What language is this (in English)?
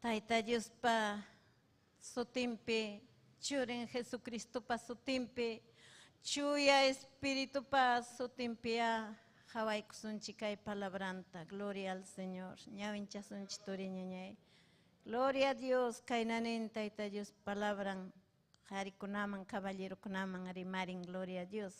Ayacucho Quechua